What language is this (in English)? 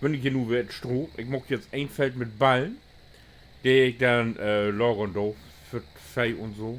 Low German